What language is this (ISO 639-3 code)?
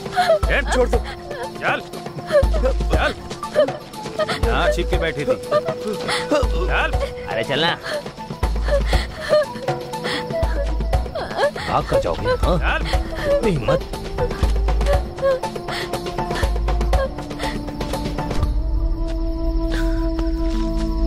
hin